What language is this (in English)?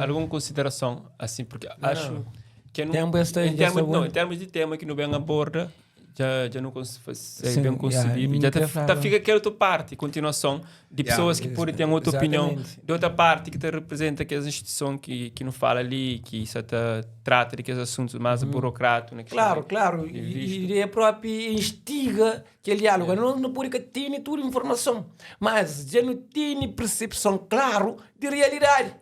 Kabuverdianu